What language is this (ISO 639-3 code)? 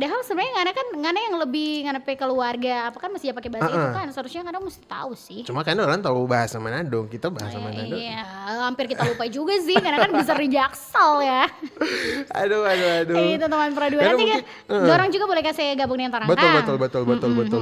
xmm